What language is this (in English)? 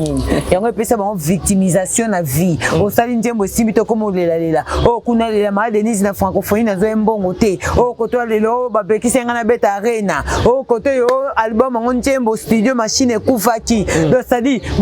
Lingala